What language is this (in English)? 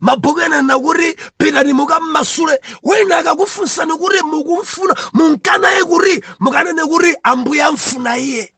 Nyanja